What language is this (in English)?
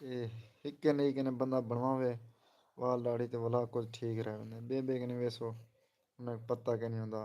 Saraiki